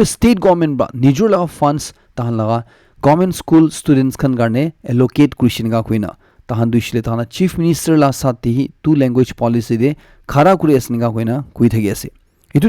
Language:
Naga Pidgin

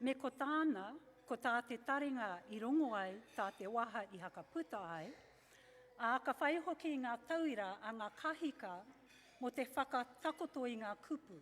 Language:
Māori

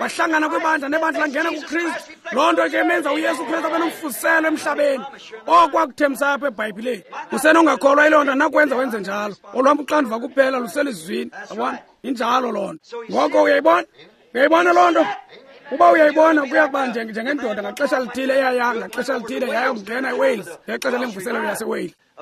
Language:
Xhosa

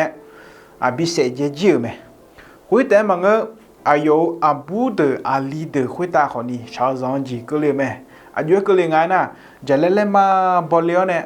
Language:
Akha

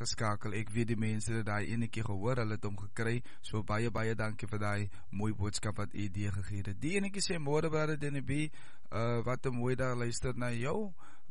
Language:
Afrikaans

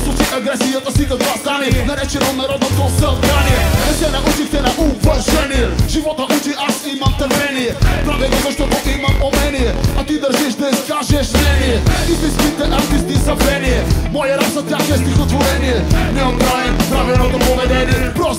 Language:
Bulgarian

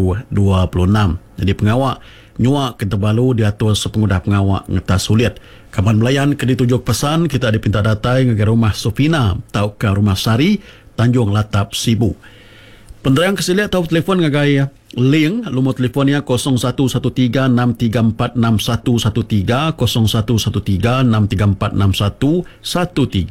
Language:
Iban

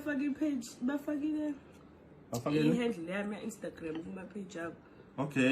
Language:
Zulu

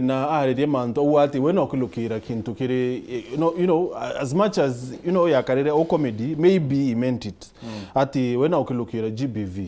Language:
Meru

